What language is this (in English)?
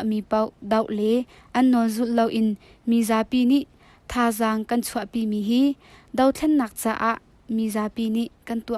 Hakha Chin